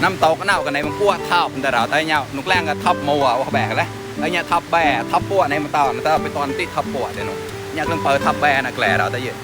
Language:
Mon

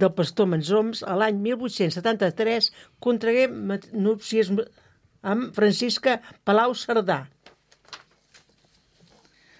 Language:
Catalan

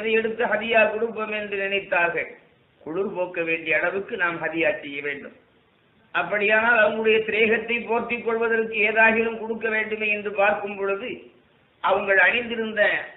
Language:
Tamil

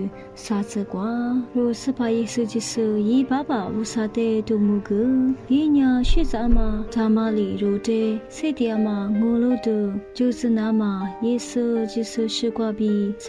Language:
Lisu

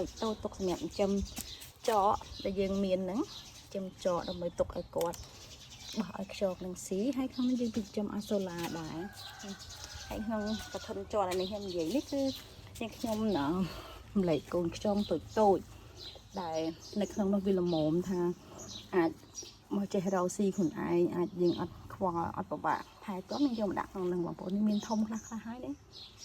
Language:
Khmer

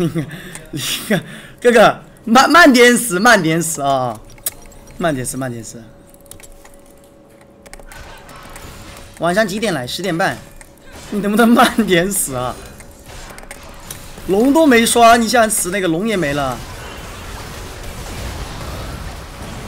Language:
Chinese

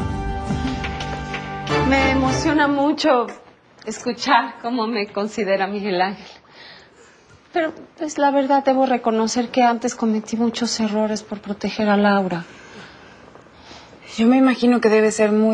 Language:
Spanish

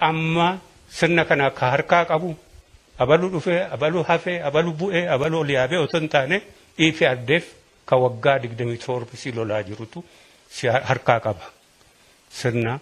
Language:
Oromo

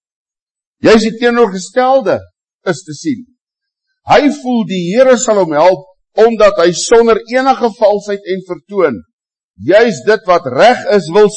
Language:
Afrikaans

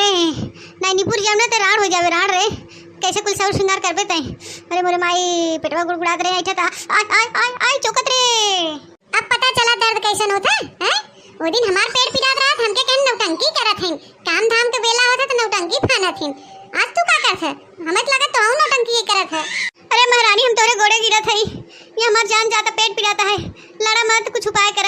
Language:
Awadhi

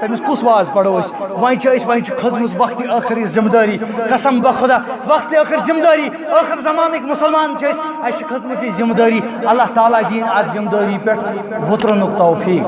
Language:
Kashmiri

